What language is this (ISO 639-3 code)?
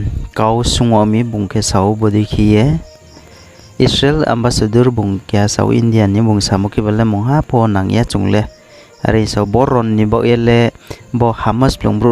ria